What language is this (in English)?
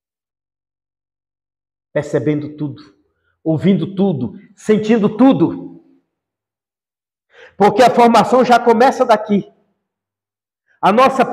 Portuguese